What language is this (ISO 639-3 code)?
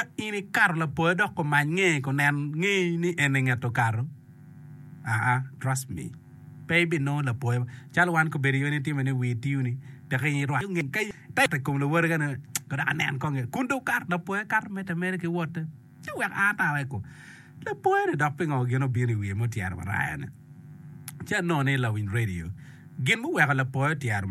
ach